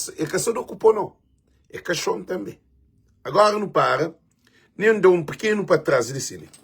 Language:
Kabuverdianu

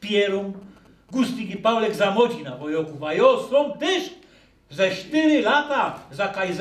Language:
Silesian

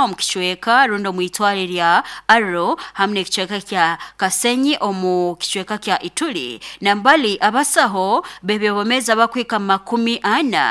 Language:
Nyoro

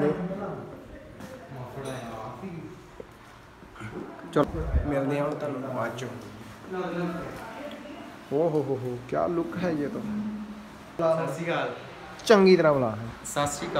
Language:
Punjabi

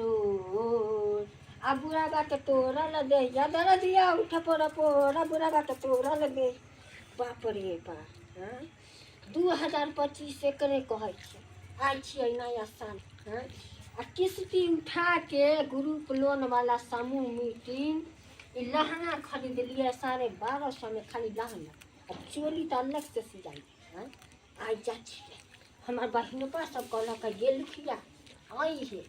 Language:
Maithili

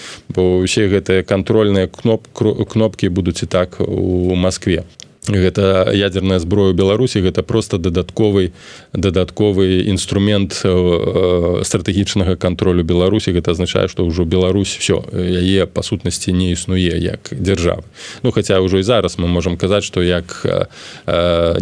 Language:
Belarusian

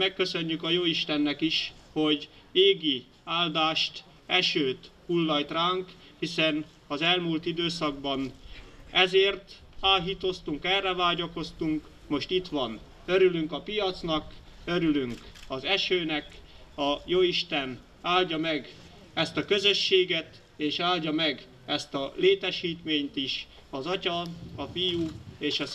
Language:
Hungarian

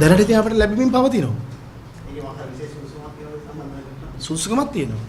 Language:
Sinhala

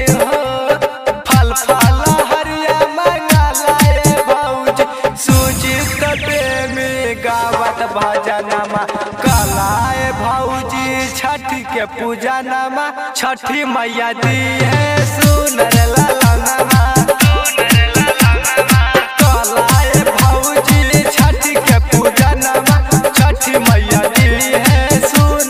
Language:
Bhojpuri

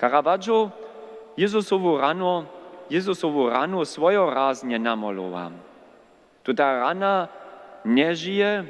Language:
Upper Sorbian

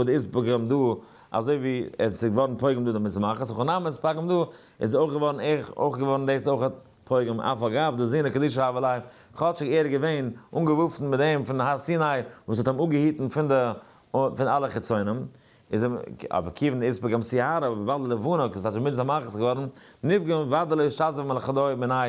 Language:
Yiddish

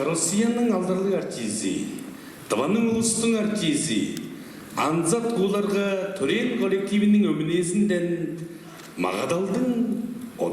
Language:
Tuvinian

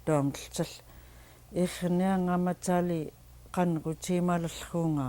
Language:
Central Yupik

